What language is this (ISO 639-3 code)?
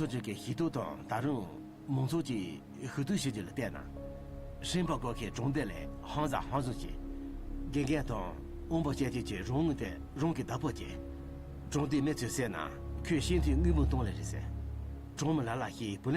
bod